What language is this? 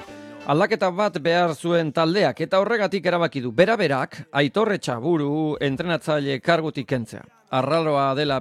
Basque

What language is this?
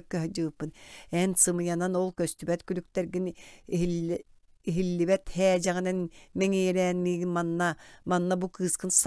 Yakut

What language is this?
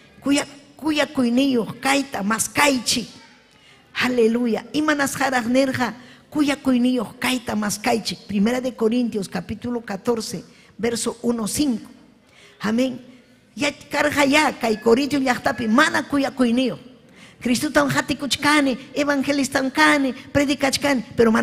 Ayacucho Quechua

